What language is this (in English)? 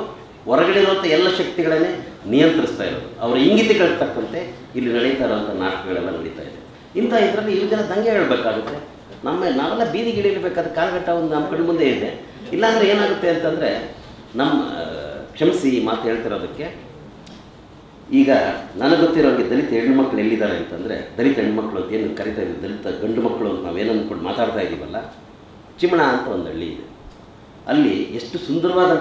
Kannada